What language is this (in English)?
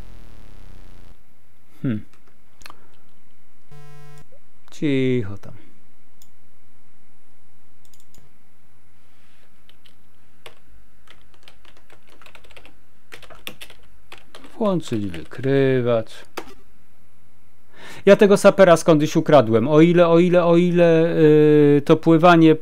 Polish